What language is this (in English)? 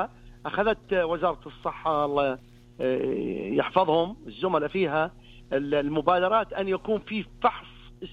Najdi Arabic